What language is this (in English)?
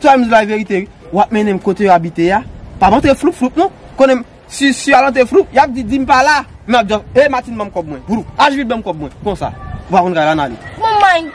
Haitian Creole